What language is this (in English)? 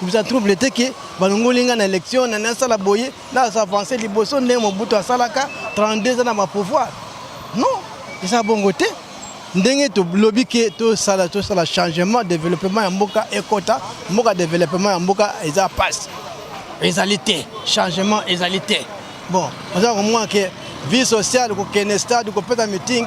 Lingala